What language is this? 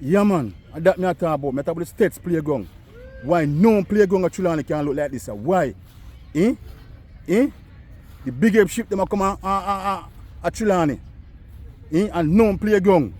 Jamaican Creole English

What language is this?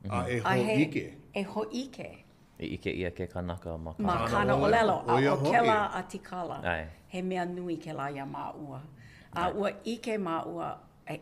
Hawaiian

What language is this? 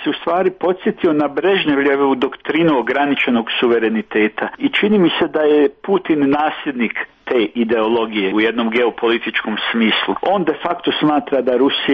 Croatian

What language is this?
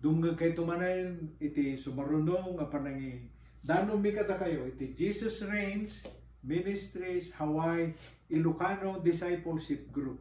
Iloko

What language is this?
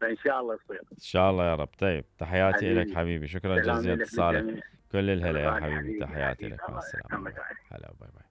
Mesopotamian Arabic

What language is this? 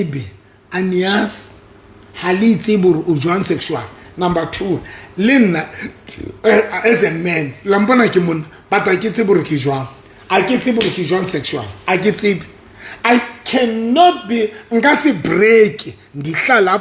Southern Sotho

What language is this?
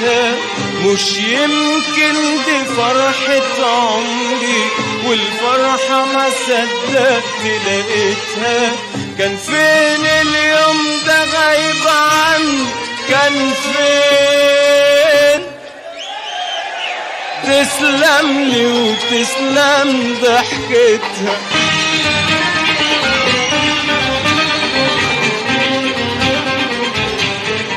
Egyptian Arabic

